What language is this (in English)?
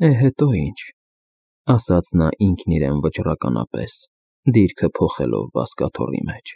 Armenian